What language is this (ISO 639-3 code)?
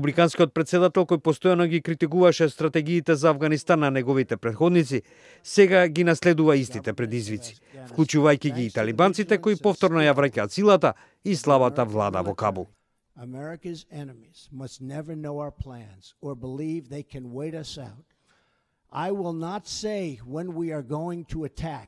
mkd